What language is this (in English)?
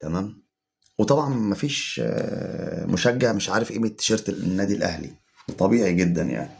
Egyptian Arabic